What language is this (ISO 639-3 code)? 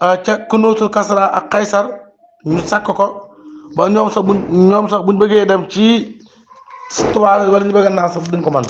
wol